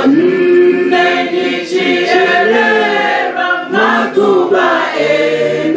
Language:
Venda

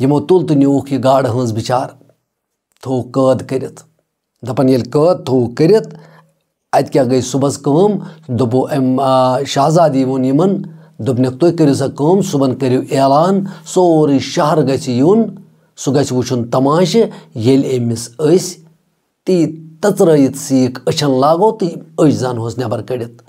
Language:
Kashmiri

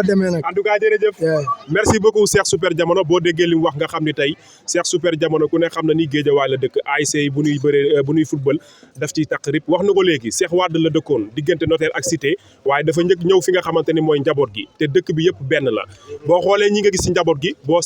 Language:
Wolof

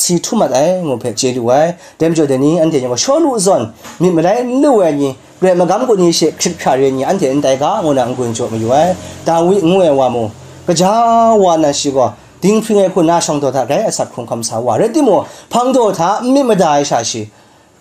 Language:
Kachin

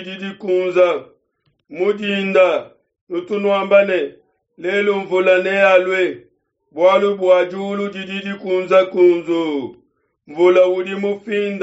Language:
Luba-Lulua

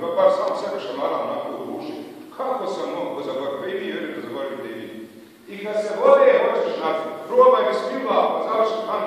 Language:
Bosnian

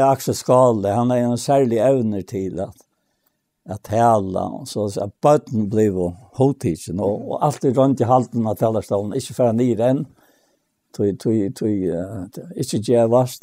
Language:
Faroese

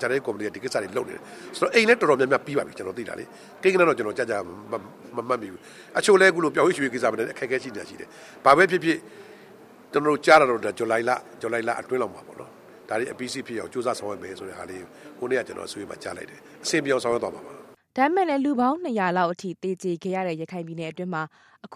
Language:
Burmese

